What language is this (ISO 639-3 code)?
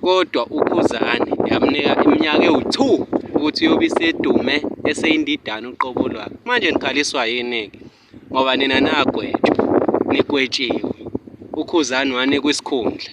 zul